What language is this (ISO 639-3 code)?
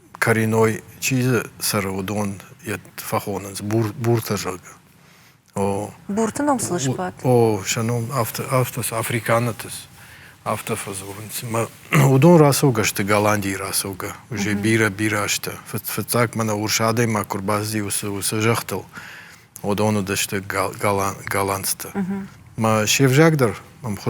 oss